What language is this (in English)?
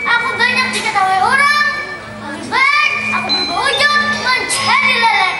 Banjar